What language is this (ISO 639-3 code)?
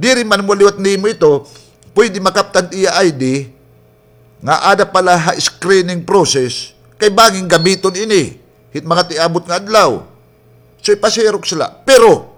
war